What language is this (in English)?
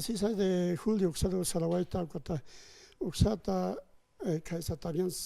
Aymara